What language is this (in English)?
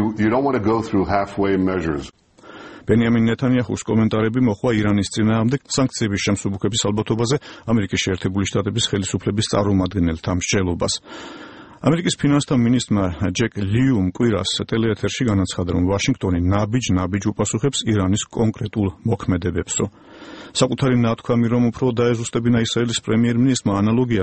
Georgian